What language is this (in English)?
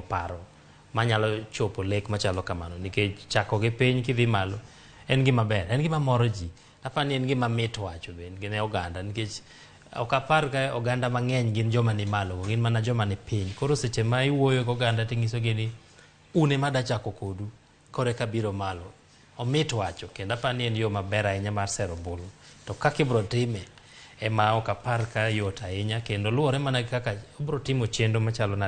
Luo (Kenya and Tanzania)